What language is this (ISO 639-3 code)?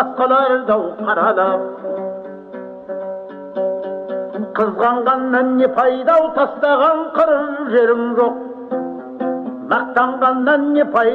kaz